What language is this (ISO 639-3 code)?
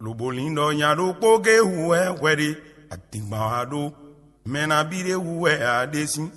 fon